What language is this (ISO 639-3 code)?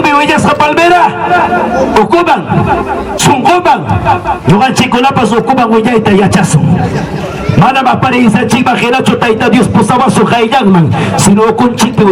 quy